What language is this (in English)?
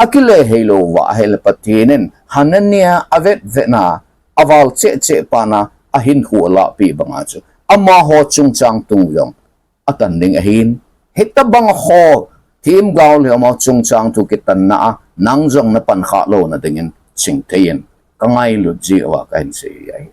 Thado Chin